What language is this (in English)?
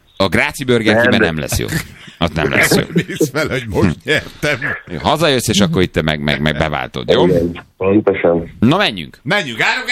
Hungarian